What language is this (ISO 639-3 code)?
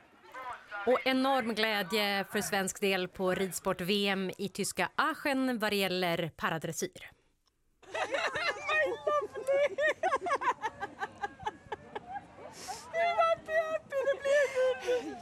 swe